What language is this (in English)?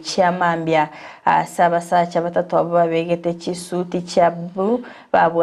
Gusii